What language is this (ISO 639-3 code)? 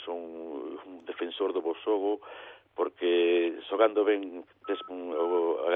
glg